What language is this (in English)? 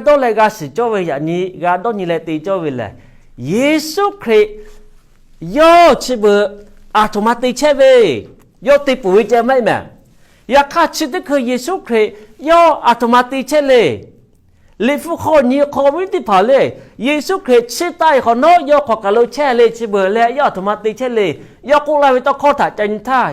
Lahu